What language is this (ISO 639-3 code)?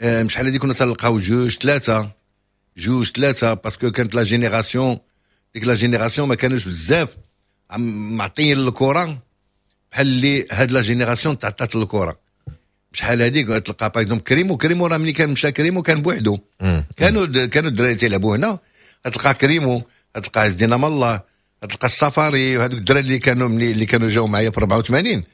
ary